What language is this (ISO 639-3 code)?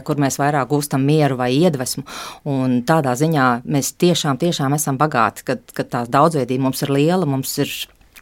lav